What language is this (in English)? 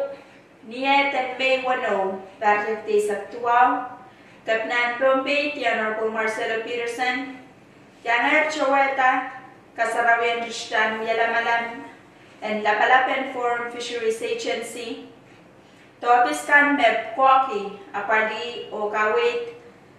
Pohnpeian